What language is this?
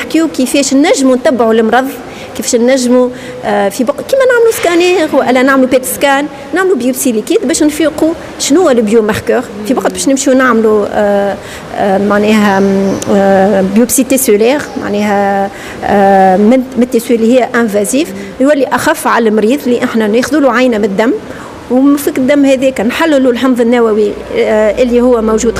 Tunisian Arabic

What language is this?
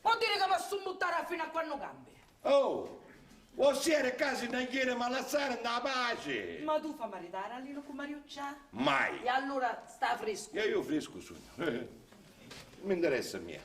Sicilian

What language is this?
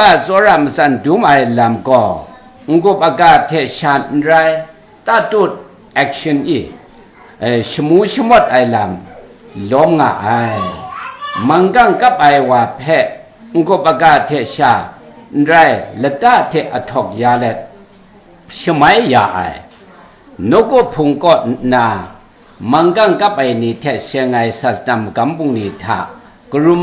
Kachin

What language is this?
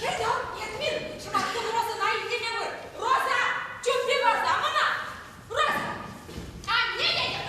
Chuvash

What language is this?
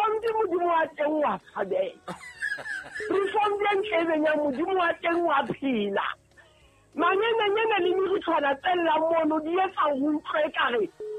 Southern Sotho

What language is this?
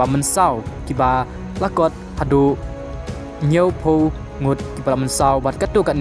Khasi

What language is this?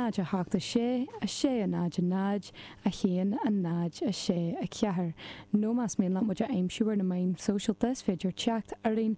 Irish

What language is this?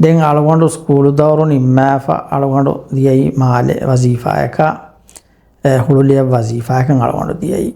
Divehi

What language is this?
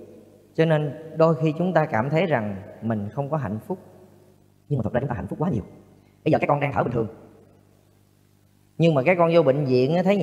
Vietnamese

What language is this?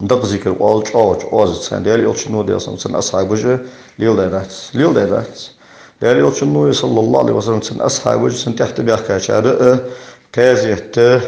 Ingush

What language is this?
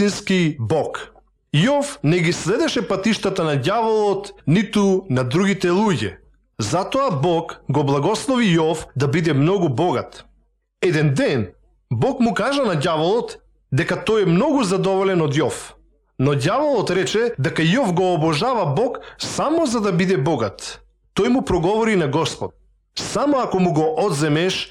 Macedonian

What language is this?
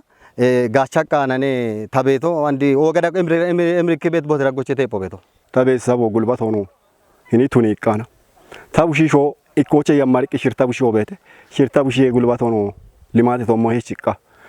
Kafa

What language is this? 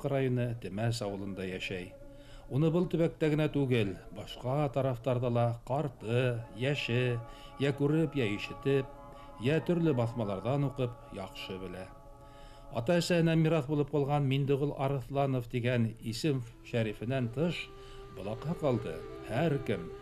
Bashkir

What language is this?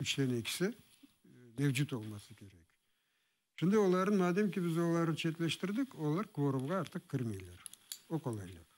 Crimean Tatar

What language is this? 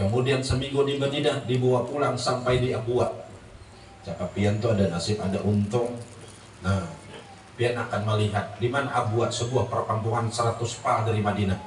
Banjar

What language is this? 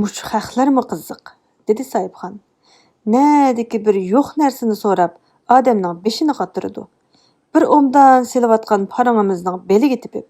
Uyghur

